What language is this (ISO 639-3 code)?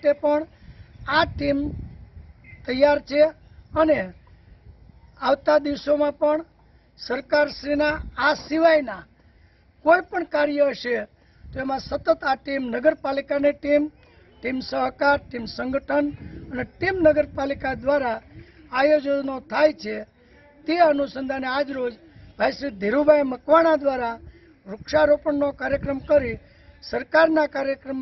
guj